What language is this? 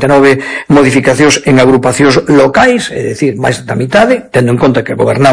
Galician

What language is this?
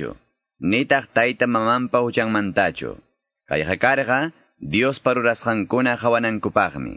Quechua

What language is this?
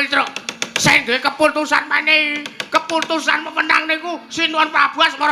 Javanese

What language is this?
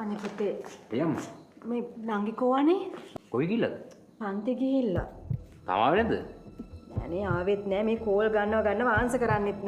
Sinhala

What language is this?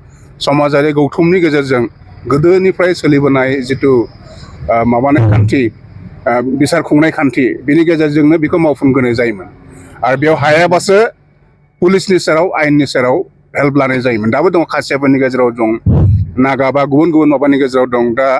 Bodo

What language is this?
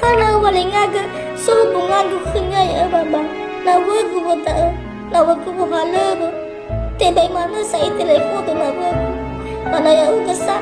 Nias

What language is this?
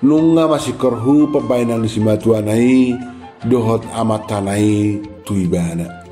Batak Toba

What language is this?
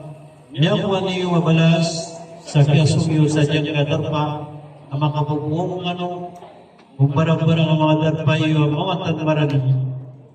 Maranao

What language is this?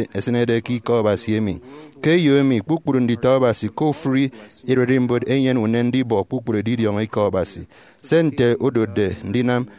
Efik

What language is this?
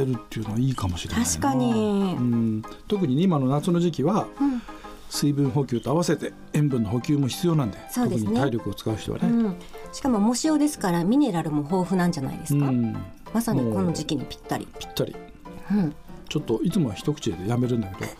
Japanese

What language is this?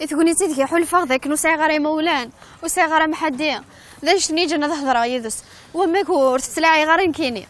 Kabyle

